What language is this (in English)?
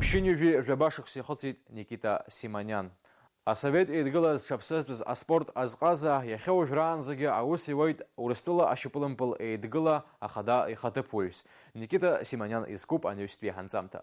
Abkhazian